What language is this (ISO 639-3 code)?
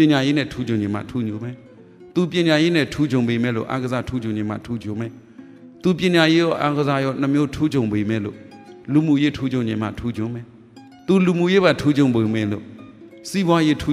mya